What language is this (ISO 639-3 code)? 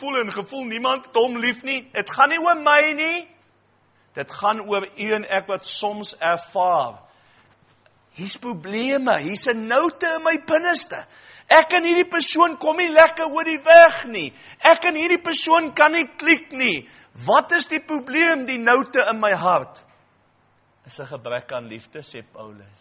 afr